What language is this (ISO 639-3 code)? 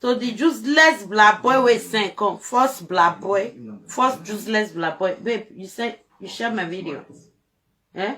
pcm